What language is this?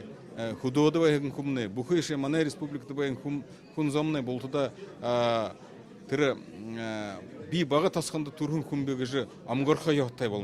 Buriat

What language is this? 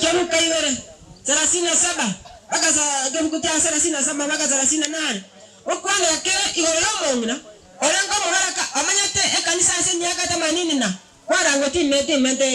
Gusii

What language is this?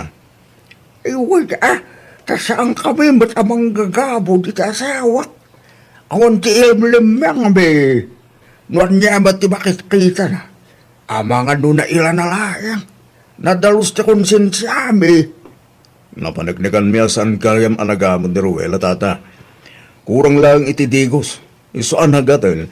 Iloko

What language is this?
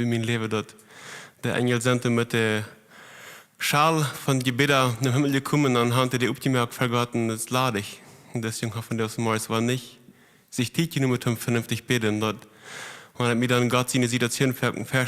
Plautdietsch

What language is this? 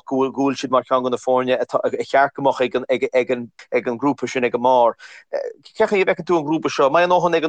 Irish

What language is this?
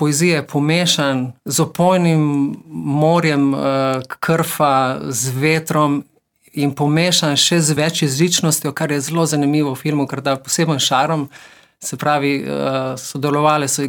Slovenian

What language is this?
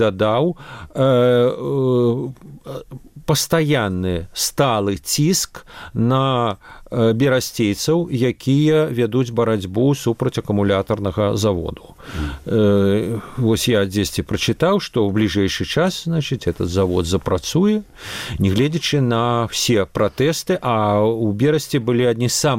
Belarusian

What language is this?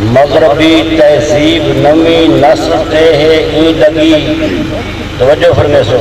Saraiki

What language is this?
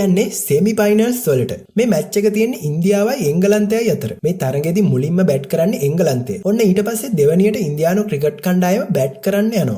Sinhala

